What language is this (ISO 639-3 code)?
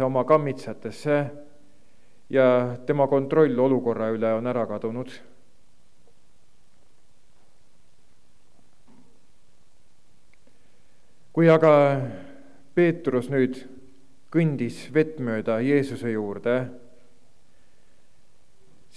est